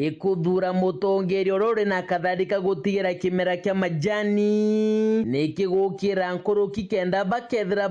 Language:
Meru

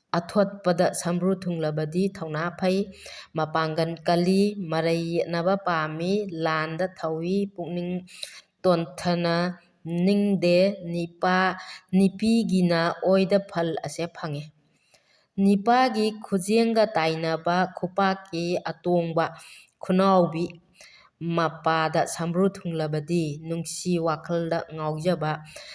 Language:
Manipuri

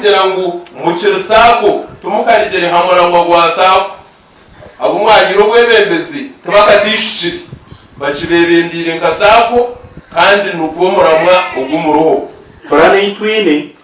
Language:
Nyankole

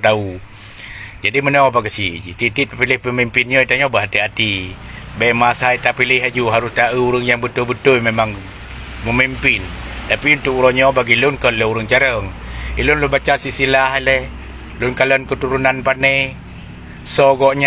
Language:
Achinese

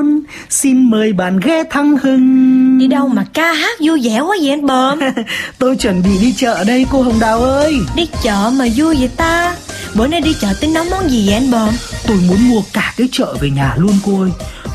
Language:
Vietnamese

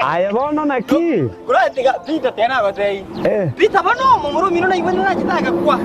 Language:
Gusii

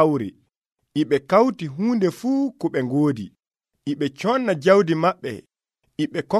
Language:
Nigerian Fulfulde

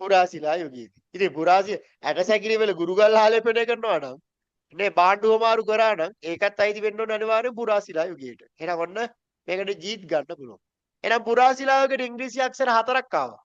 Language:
Sinhala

